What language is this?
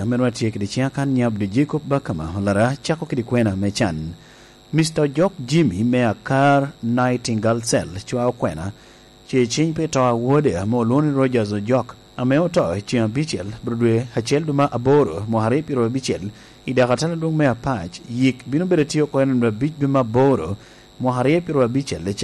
Lango (Uganda)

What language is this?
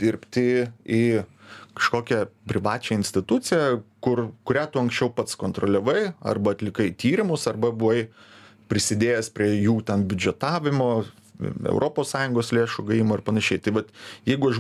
Lithuanian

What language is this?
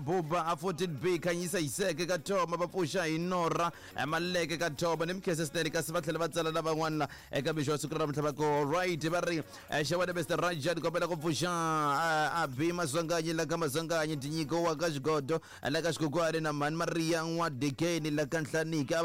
Tsonga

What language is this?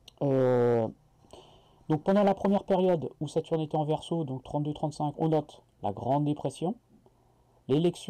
French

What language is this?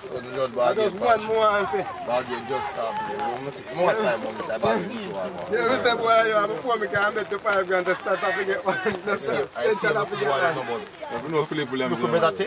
Jamaican Creole English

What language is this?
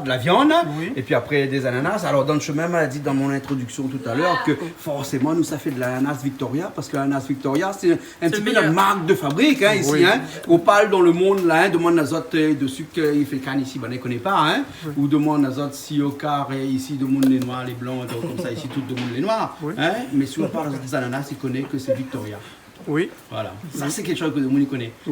Réunion Creole French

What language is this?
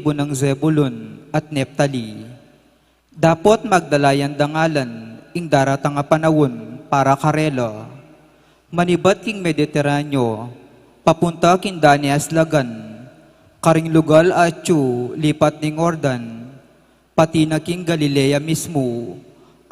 Pampanga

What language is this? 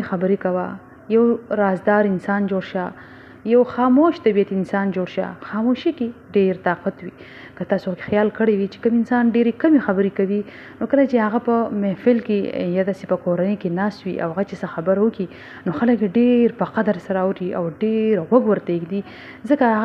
Pashto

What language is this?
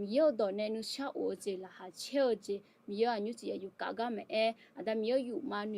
Akha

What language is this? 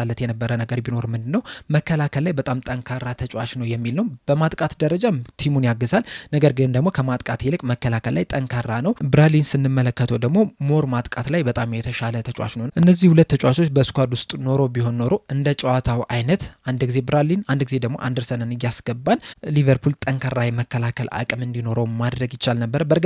Amharic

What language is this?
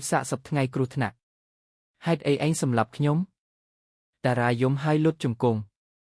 Khmer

